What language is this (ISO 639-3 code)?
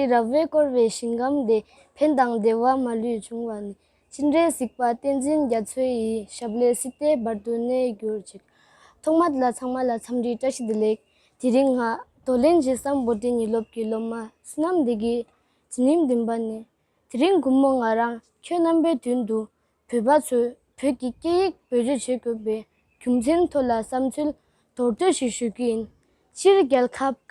bod